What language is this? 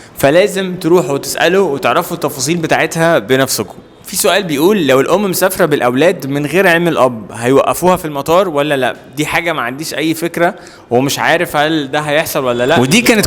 Egyptian Arabic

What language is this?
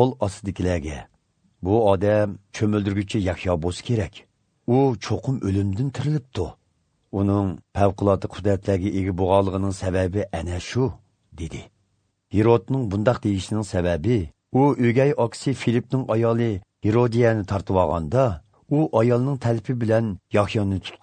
Uyghur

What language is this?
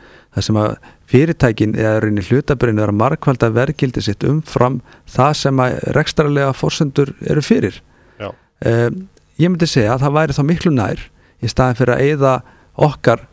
Icelandic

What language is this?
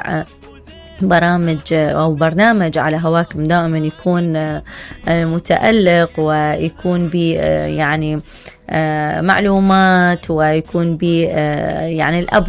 Mesopotamian Arabic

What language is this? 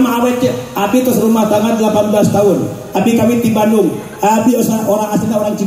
Sundanese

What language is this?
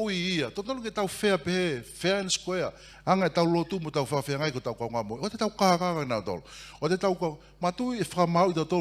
Tongan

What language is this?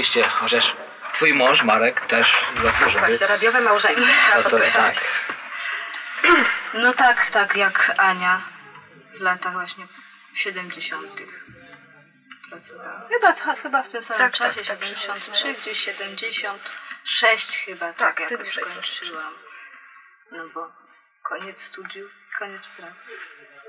Polish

